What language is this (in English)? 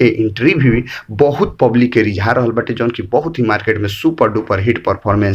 Bhojpuri